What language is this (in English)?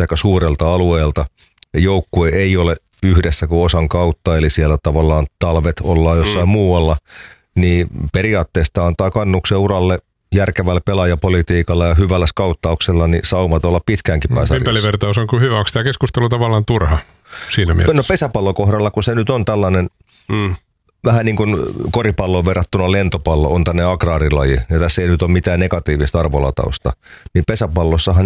Finnish